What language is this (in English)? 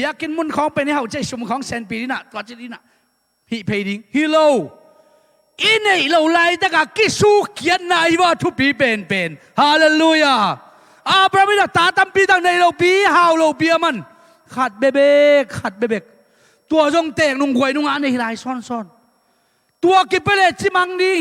Tedim Chin